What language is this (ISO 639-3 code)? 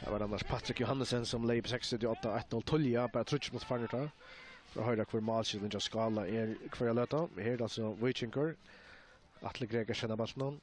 fao